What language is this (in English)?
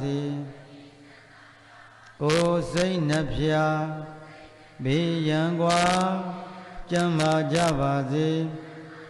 Burmese